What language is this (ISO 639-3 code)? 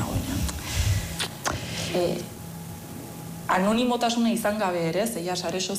eus